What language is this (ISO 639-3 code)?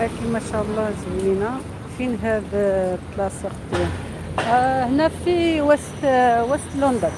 arq